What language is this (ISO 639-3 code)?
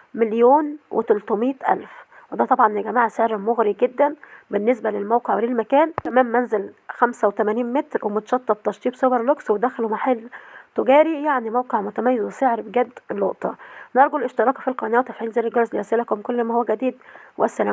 arz